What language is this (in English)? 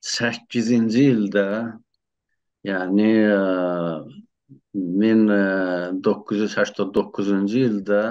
South Azerbaijani